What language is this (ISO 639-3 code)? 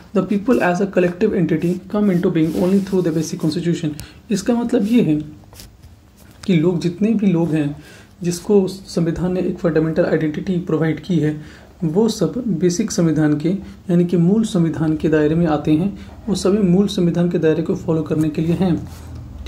hin